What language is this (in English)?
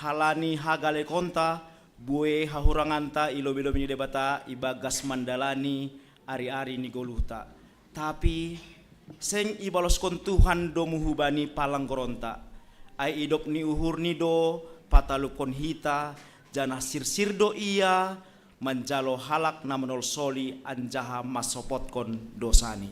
Batak Simalungun